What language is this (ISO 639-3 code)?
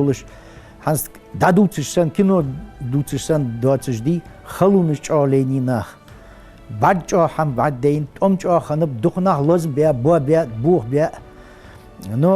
inh